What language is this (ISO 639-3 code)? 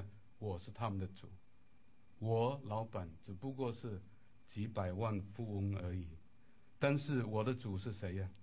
zho